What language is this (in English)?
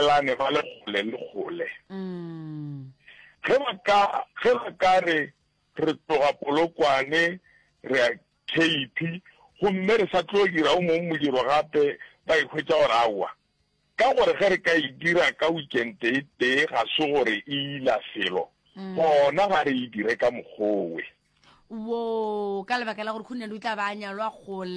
Northern Sotho